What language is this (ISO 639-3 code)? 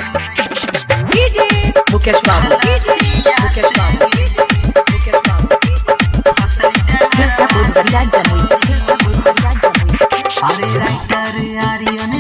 mag